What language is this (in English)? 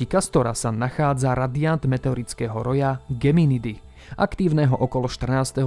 Slovak